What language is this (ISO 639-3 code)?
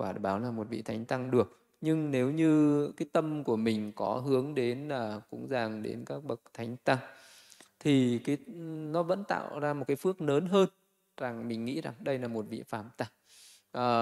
vie